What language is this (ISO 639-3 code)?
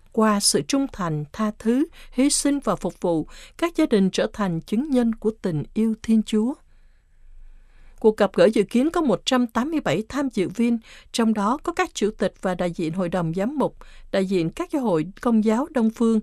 vie